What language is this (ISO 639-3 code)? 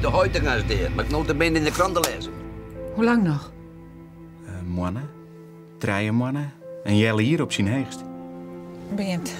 fry